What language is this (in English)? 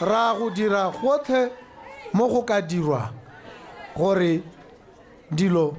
Tswana